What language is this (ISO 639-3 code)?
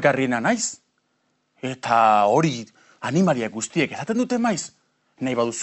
eus